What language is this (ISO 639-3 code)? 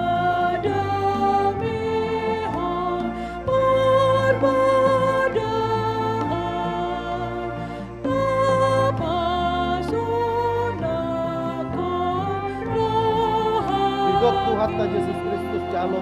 bbc